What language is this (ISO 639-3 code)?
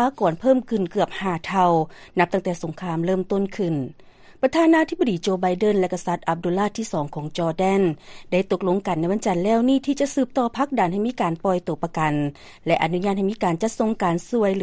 lao